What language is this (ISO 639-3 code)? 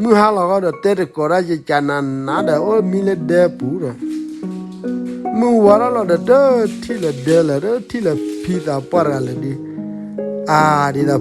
ksw